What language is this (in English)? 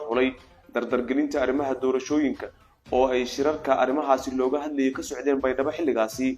Somali